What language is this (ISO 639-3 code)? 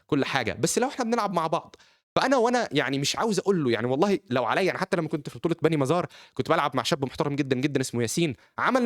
arz